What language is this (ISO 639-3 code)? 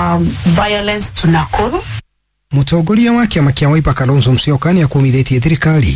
kik